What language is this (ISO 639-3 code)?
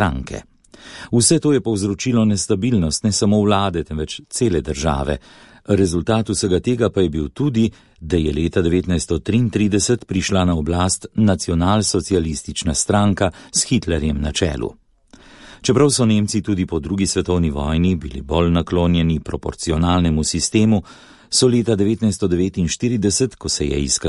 slv